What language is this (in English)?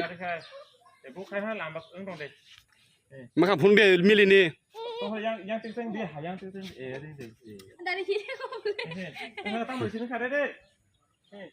Kok Borok